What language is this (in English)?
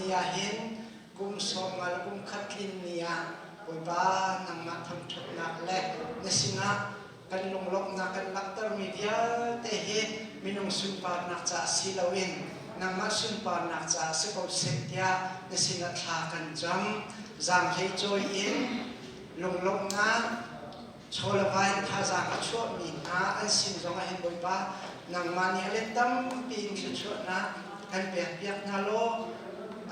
Hakha Chin